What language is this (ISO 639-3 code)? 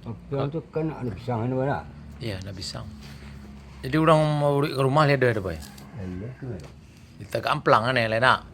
min